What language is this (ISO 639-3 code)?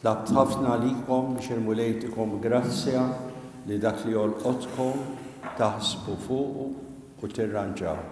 mlt